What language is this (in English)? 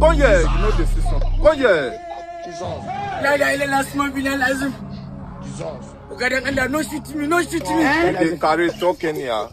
Nigerian Pidgin